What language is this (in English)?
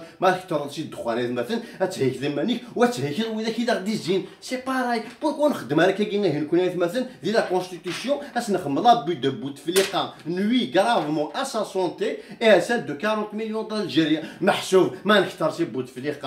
Kabyle